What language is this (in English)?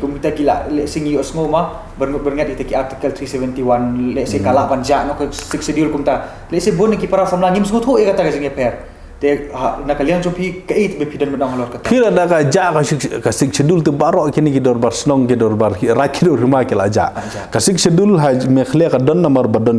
Khasi